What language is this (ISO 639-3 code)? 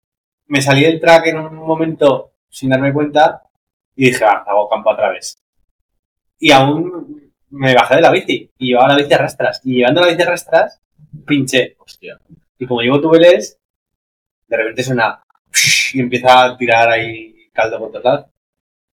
spa